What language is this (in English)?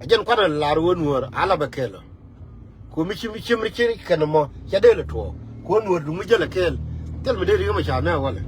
Nuer